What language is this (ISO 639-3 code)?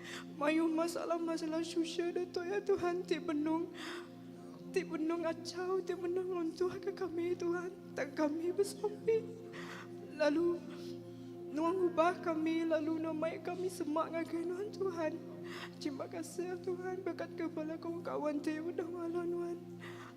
iba